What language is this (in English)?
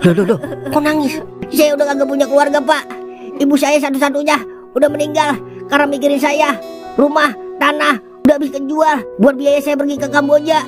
Betawi